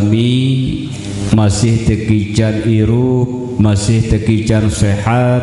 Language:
Sasak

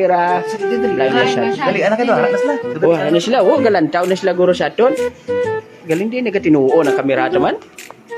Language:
Hiligaynon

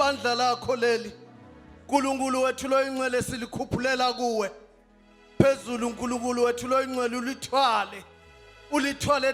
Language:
Zulu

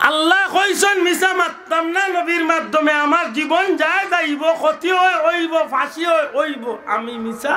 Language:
Sylheti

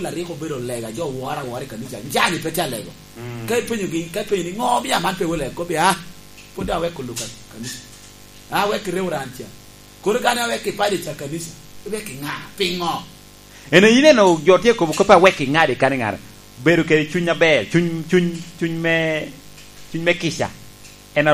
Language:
Lango (Uganda)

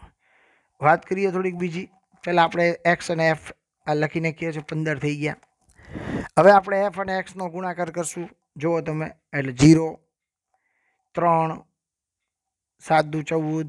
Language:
Gujarati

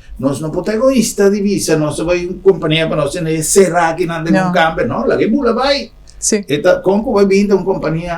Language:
Papiamento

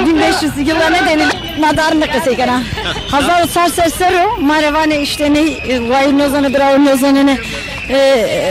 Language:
Zaza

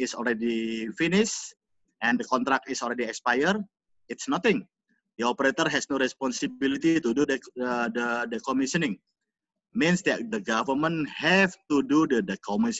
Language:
Indonesian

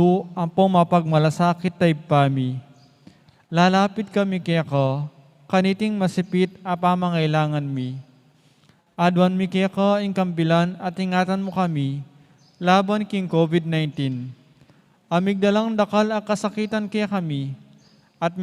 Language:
Pampanga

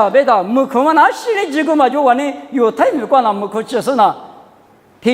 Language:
Lisu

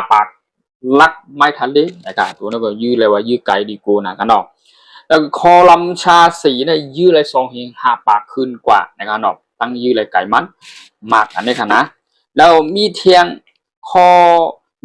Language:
Shan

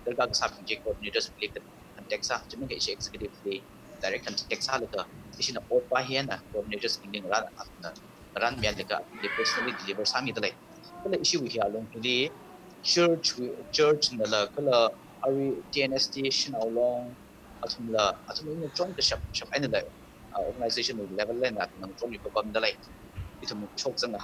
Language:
Tangkhul Naga (India)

